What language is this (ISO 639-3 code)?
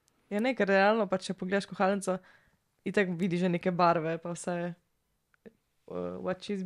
slv